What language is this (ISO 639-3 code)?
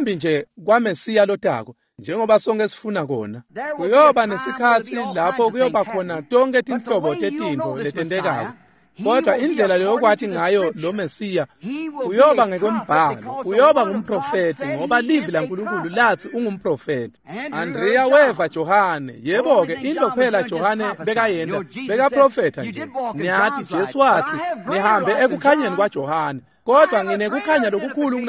ssw